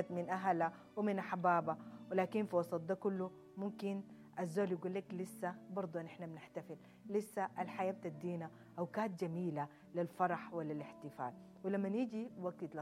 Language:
Sudanese Arabic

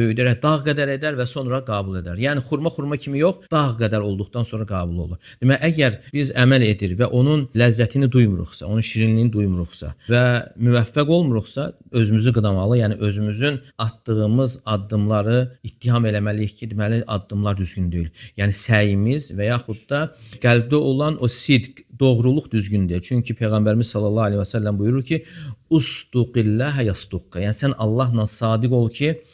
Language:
Azerbaijani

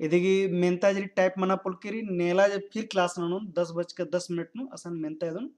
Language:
Kurukh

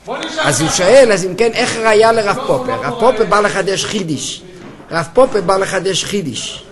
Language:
Hebrew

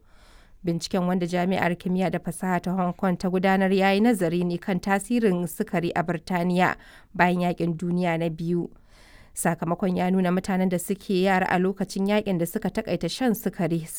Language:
Hausa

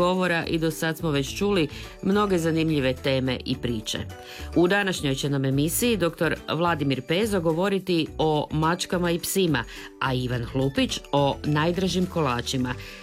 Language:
Croatian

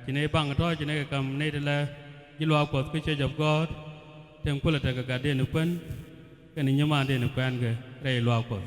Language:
Nuer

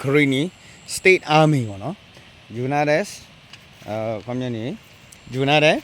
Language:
S'gaw Karen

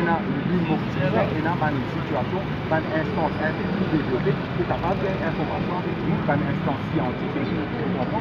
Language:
Morisyen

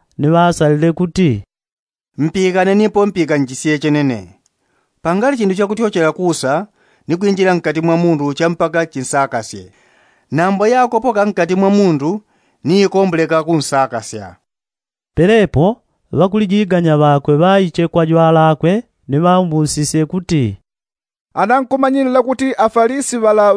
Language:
Yao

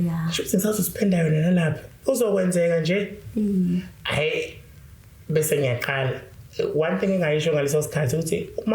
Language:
Zulu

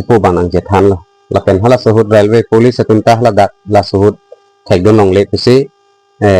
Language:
Karbi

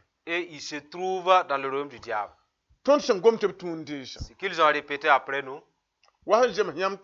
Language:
Mossi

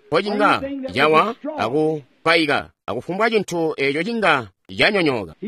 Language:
Tonga (Zambia)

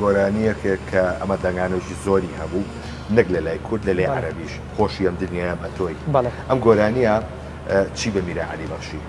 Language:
Central Kurdish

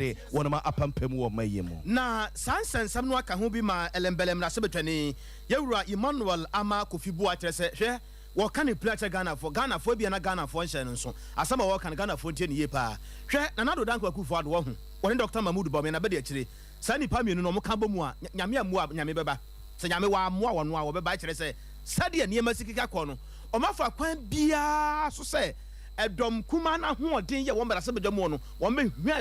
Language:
Akan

